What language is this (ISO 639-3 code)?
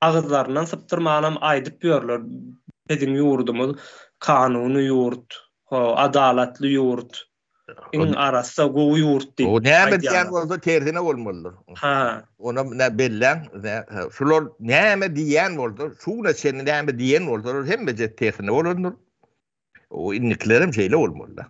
tuk